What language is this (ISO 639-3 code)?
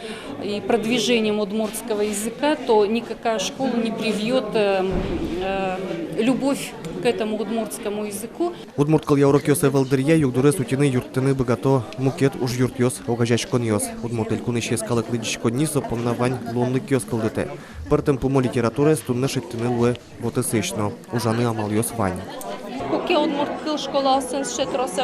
udm